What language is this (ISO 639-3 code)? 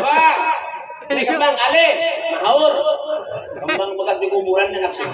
bjn